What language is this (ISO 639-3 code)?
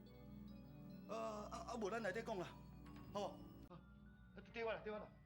nan